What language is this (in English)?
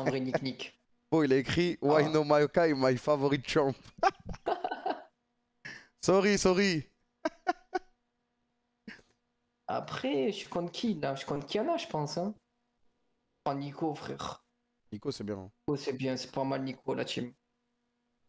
French